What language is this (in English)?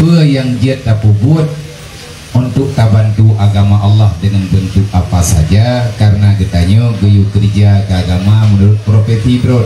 Achinese